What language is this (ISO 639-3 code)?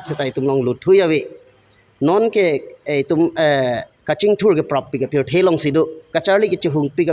mjw